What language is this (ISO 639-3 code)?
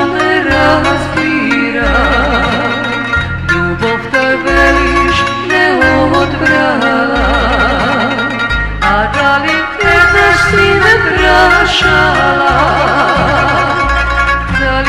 mkd